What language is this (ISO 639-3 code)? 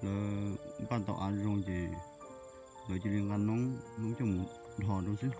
hmn